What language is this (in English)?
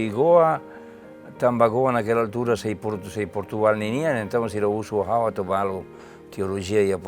Tetum